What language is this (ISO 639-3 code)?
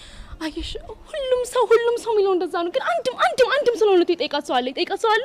amh